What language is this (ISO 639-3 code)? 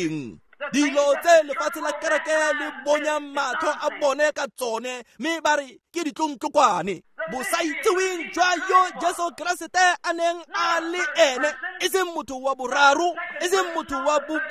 tsn